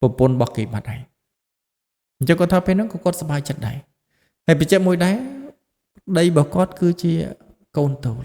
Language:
Khmer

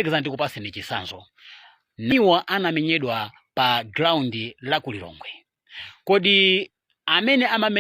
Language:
Nyanja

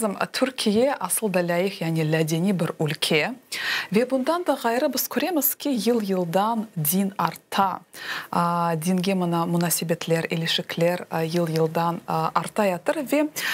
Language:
Crimean Tatar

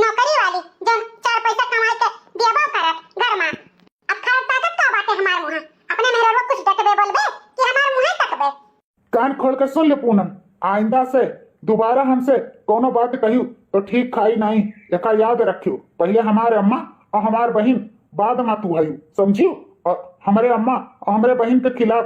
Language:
Awadhi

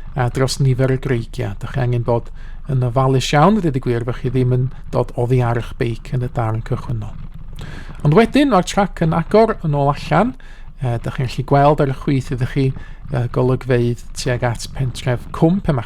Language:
Welsh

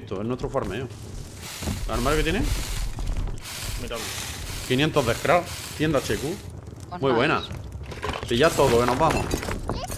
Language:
Spanish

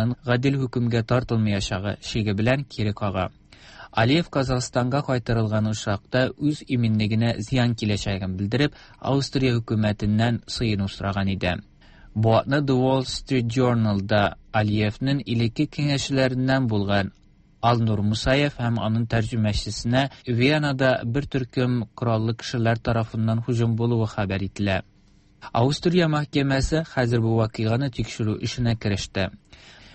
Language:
Tatar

